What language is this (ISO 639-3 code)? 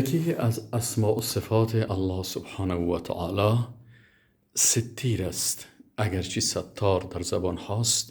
fas